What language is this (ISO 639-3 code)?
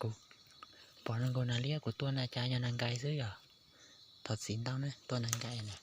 hmn